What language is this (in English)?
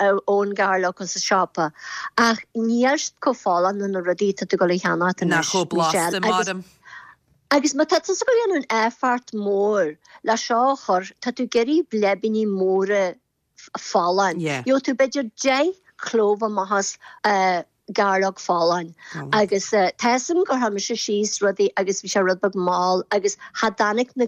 Irish